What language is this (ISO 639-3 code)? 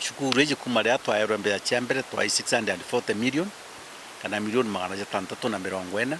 mer